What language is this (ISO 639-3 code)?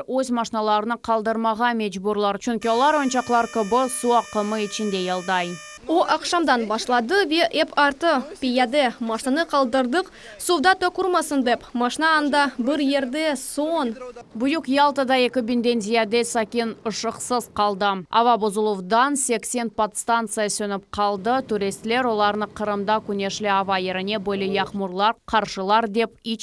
crh